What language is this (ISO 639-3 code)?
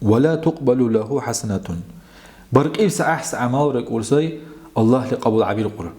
dar